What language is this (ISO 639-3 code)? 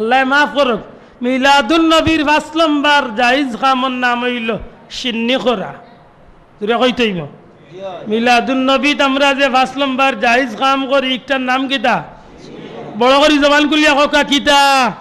syl